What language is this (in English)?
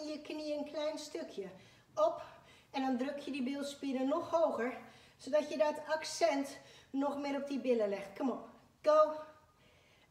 Dutch